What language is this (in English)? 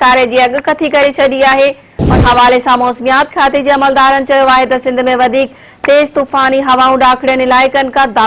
Sindhi